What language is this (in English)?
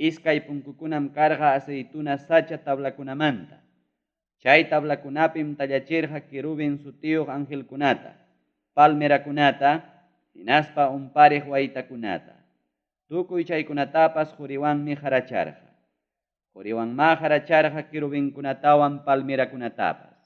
Ayacucho Quechua